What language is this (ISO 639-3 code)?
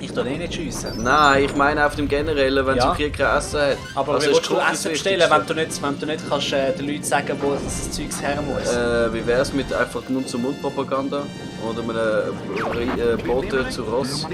gsw